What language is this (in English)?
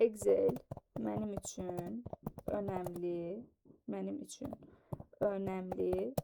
Azerbaijani